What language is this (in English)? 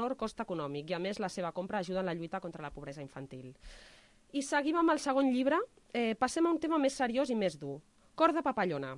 Catalan